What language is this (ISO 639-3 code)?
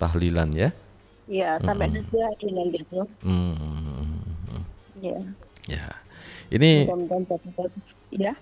ind